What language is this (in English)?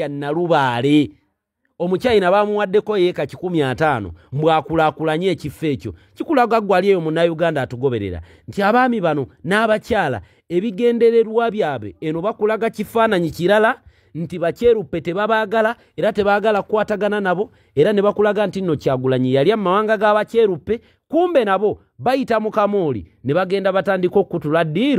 Ganda